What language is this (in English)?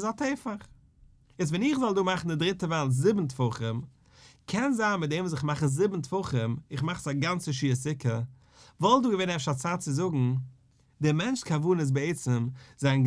Yiddish